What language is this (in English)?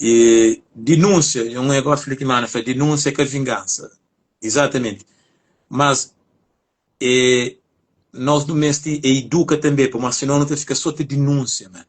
Kabuverdianu